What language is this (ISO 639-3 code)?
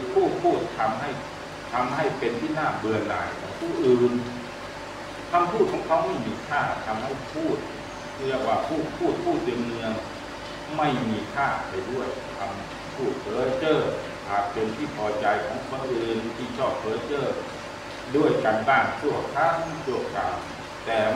tha